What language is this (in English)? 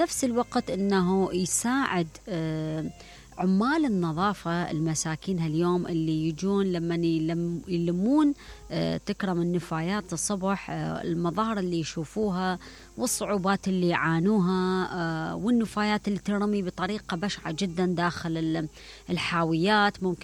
Mesopotamian Arabic